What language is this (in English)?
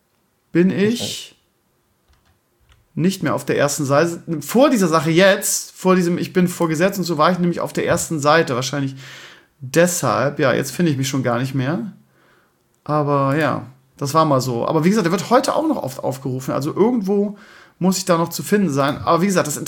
German